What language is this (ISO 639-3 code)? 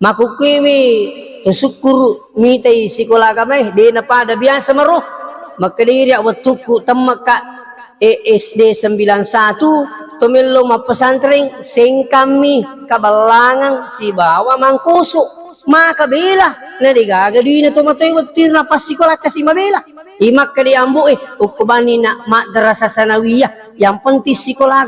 bug